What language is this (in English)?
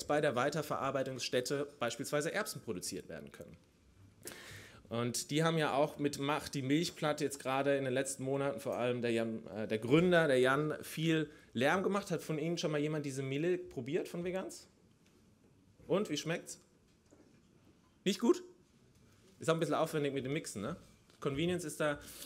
German